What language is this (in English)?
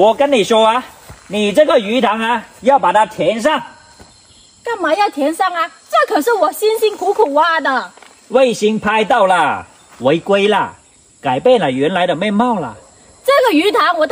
Chinese